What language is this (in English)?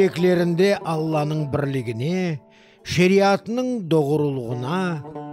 Crimean Tatar